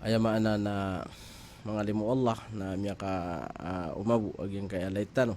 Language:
Maranao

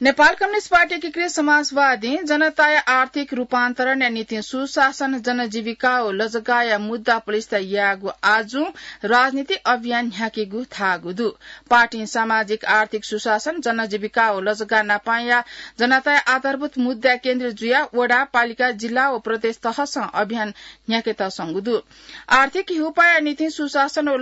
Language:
Newari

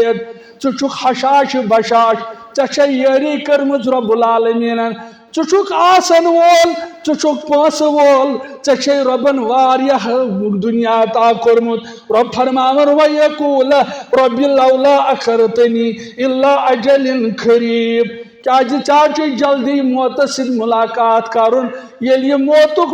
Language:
Kashmiri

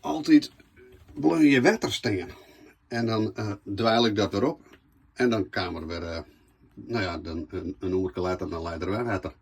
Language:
Western Frisian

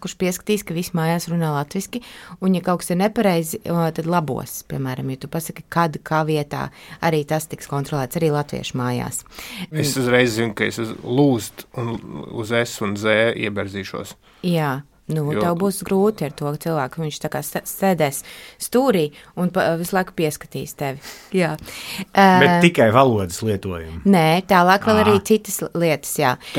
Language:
Latvian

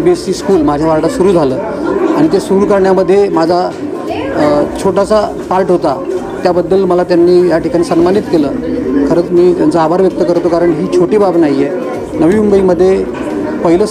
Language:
Marathi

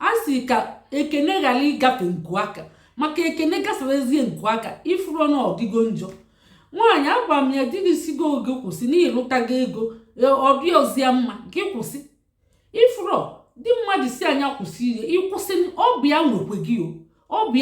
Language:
Igbo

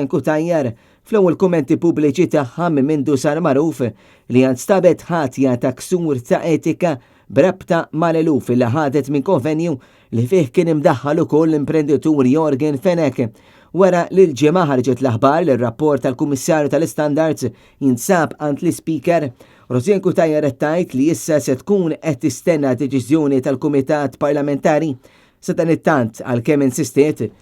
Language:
Maltese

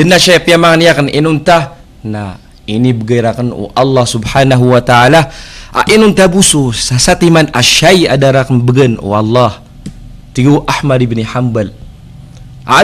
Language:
Maranao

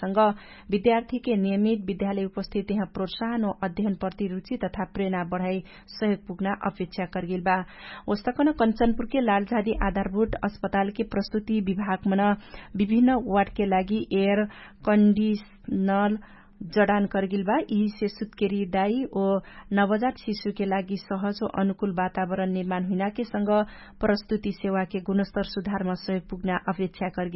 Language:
Dangaura Tharu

